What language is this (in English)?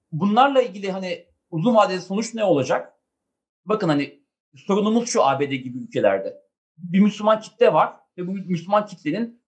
Turkish